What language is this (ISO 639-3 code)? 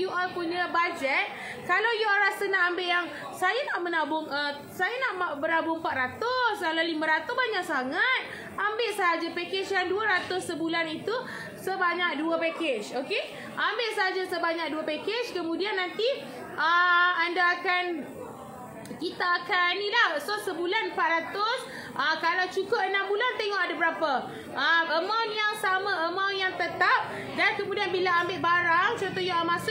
msa